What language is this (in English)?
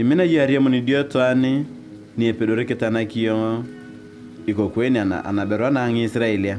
Turkana